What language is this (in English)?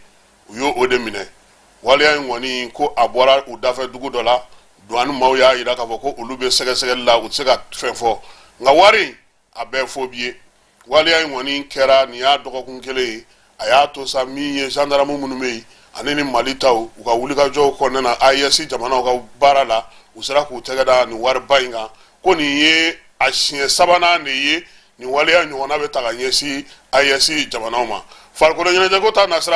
Bambara